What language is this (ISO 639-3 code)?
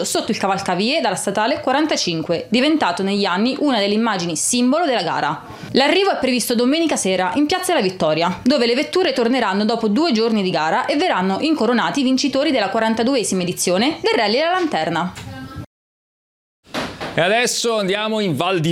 ita